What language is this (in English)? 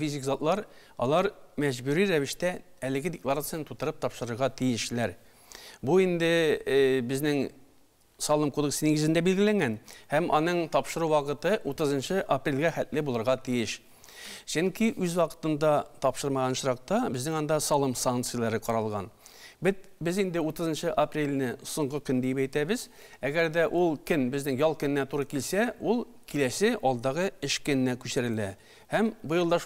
Tatar